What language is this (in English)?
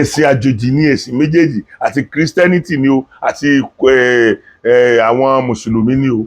Yoruba